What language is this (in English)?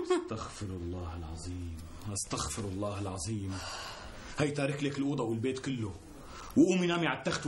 North Levantine Arabic